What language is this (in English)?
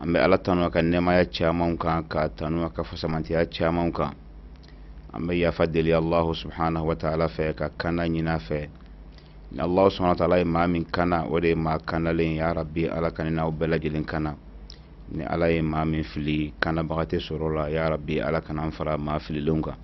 Bambara